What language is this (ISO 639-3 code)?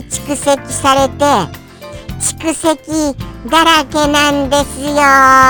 jpn